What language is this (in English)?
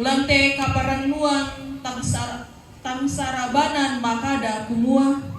Toraja-Sa'dan